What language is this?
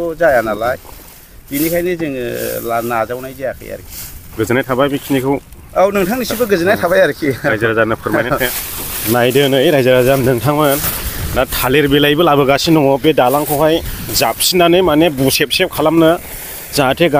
Bodo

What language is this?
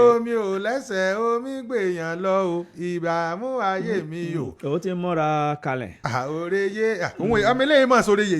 Yoruba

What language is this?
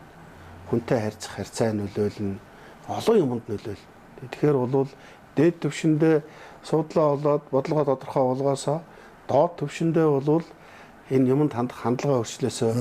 Mongolian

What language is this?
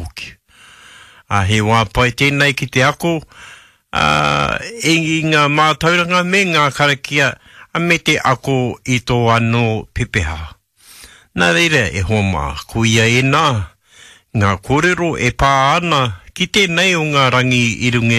Māori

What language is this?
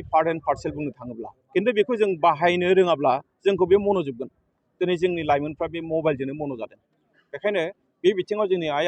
Bodo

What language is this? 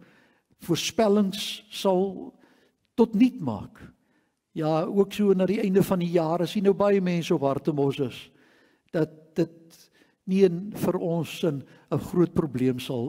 Afrikaans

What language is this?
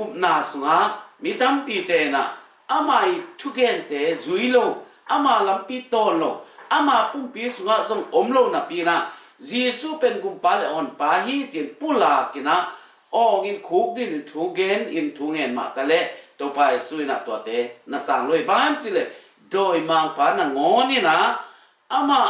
Tedim Chin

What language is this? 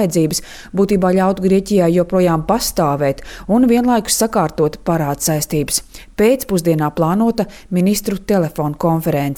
Latvian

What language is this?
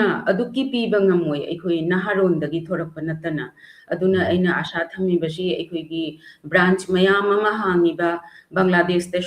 Manipuri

